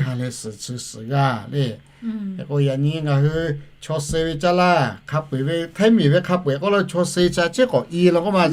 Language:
Lahu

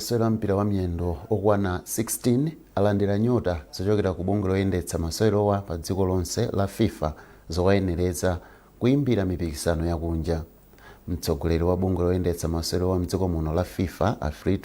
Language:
Nyanja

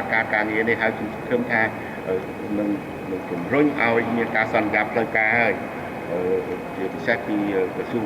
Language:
Khmer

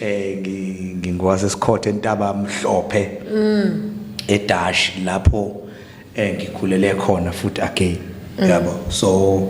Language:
Zulu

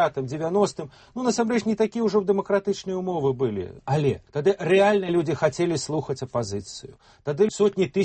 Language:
Belarusian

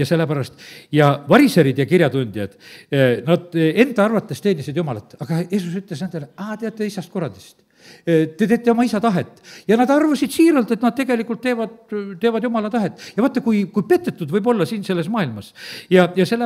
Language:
Estonian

